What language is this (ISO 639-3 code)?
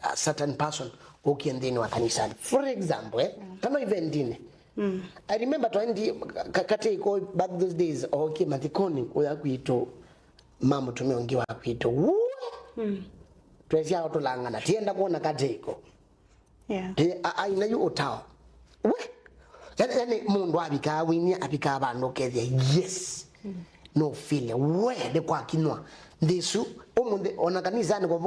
kam